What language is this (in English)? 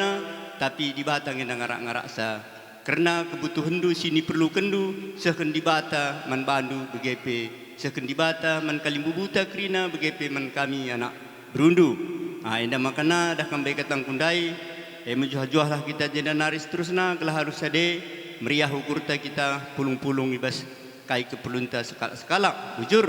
Batak Karo